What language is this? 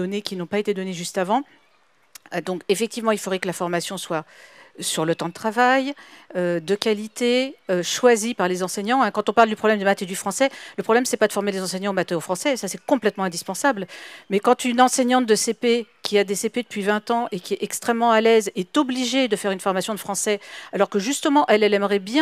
French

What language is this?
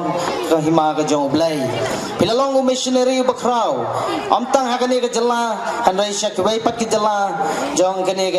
Khasi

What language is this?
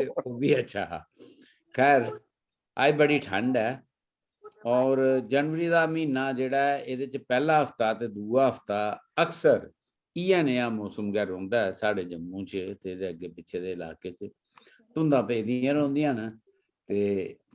Dogri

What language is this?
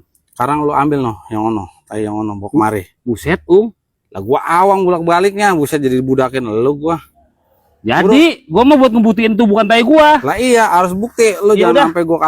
Betawi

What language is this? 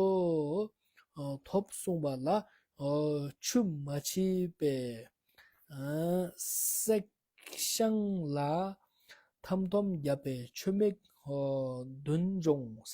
Ladakhi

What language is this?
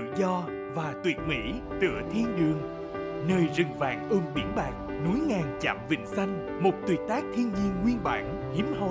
Vietnamese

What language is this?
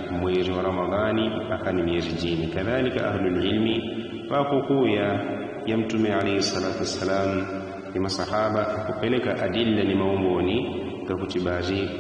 Yao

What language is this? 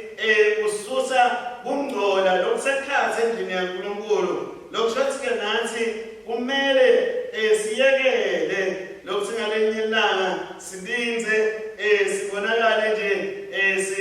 Swati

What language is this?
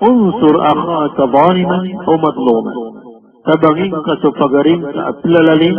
Maranao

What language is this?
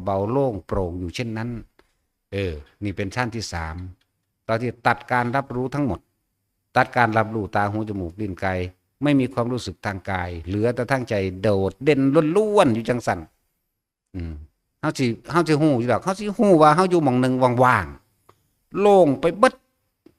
Northeastern Thai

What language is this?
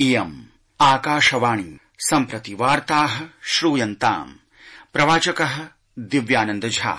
Sanskrit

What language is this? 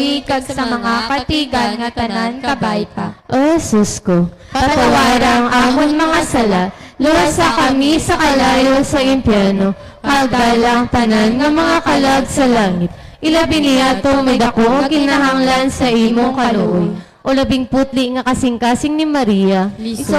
Hiligaynon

